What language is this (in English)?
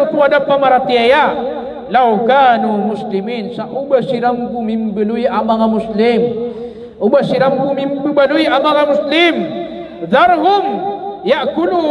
Maranao